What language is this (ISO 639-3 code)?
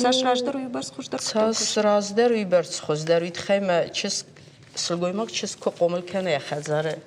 oss